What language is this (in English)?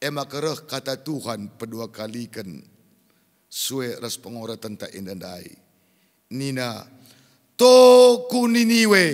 Batak Karo